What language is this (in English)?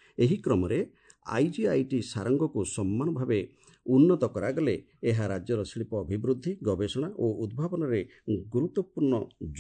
Odia